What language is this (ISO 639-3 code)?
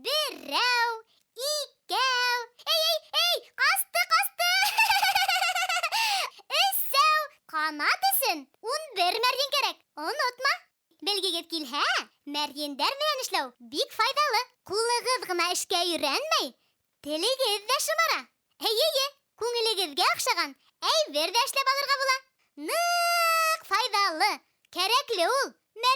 bak